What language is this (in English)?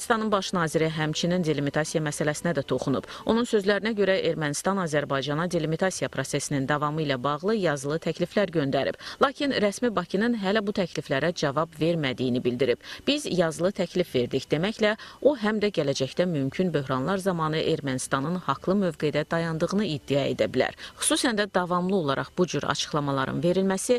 Azerbaijani